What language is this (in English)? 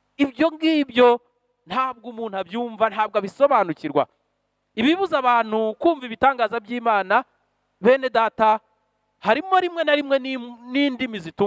Kinyarwanda